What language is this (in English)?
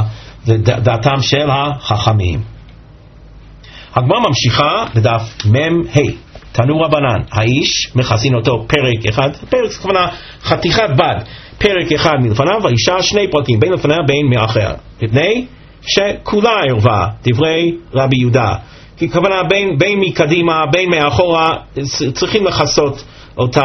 Hebrew